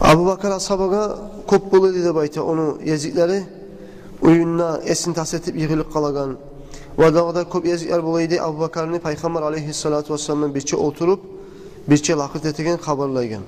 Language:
Kumyk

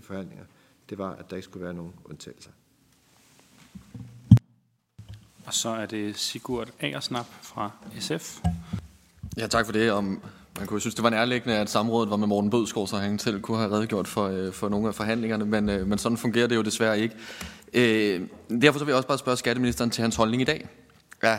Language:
Danish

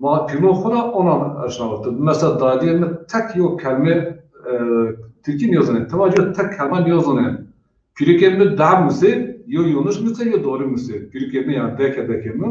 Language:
Zaza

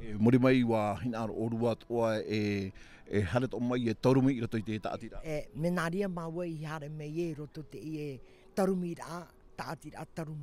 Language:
Tahitian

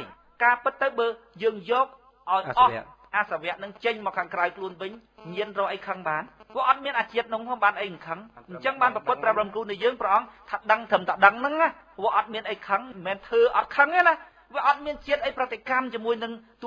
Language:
Khmer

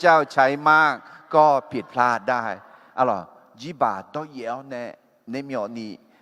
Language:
Akha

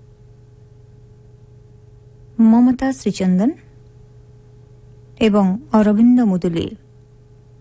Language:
Odia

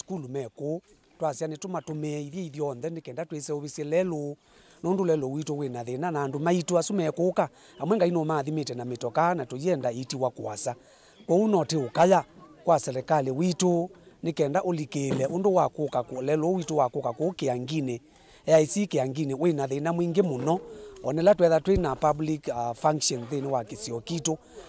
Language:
Kamba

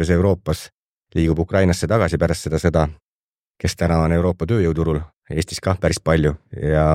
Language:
Estonian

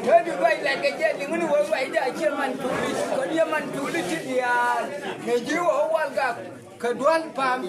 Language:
Nuer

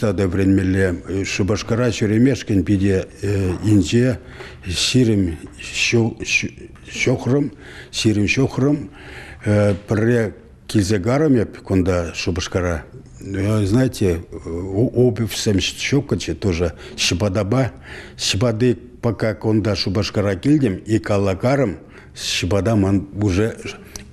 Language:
Chuvash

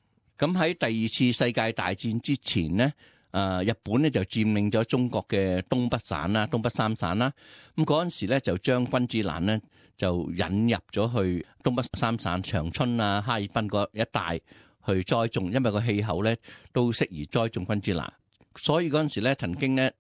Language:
Cantonese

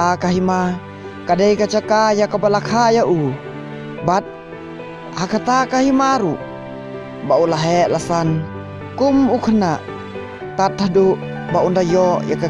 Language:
Khasi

